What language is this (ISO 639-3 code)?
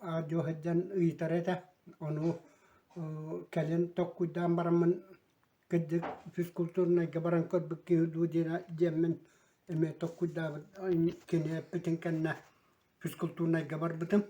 sah